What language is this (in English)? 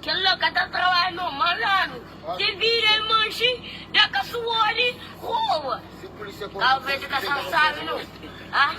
Kabuverdianu